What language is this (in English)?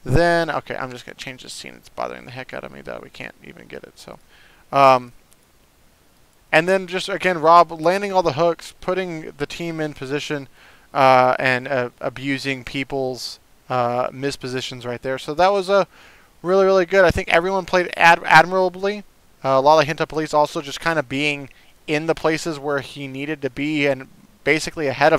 English